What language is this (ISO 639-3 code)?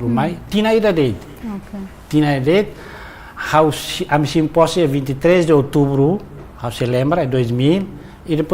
tet